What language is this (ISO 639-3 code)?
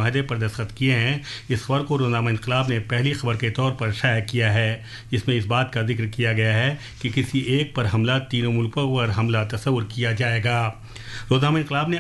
urd